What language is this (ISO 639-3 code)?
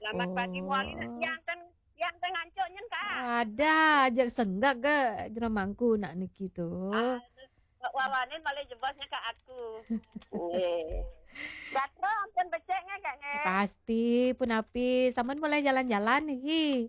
ban